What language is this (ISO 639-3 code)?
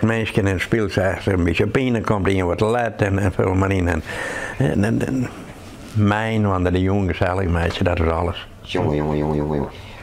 fry